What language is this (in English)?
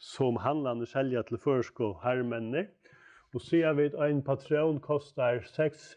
Faroese